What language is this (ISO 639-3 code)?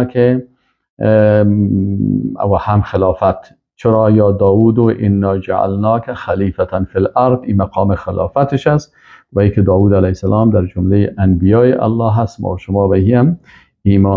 fas